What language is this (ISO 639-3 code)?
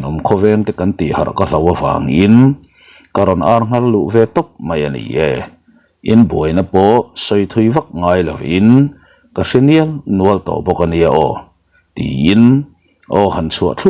lus